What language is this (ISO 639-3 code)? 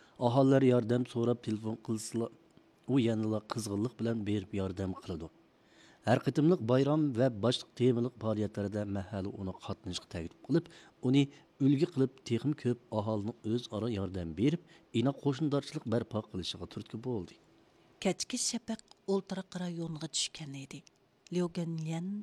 uig